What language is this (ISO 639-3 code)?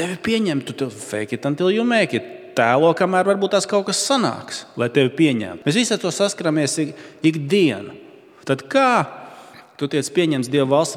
lav